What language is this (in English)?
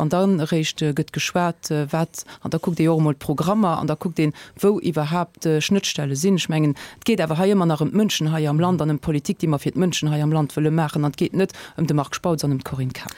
Luxembourgish